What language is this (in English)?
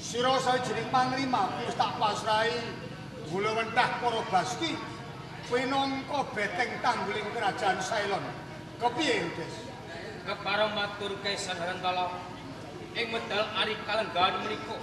Javanese